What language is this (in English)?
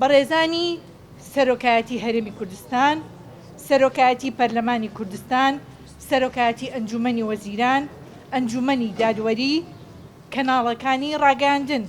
Central Kurdish